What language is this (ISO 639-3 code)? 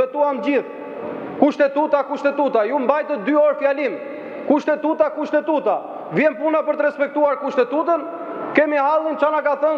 sqi